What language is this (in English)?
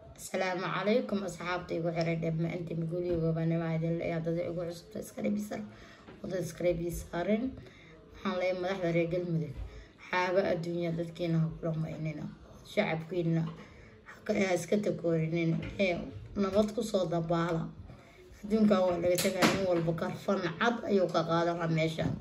Somali